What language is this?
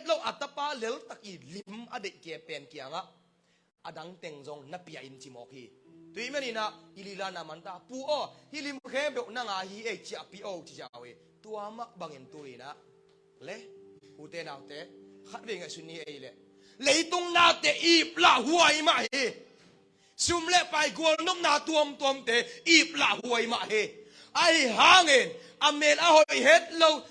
Tedim Chin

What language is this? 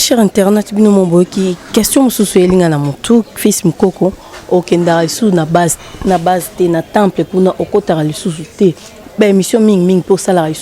Lingala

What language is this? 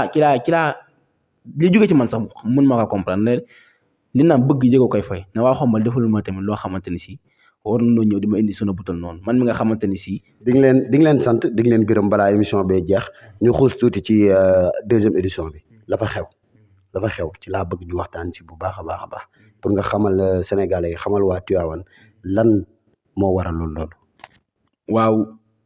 Wolof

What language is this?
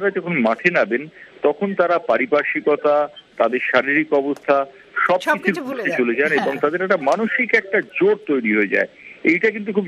Bangla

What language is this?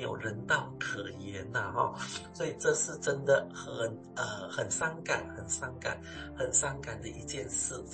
Chinese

